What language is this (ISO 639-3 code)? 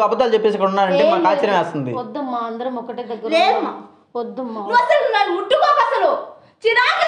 tel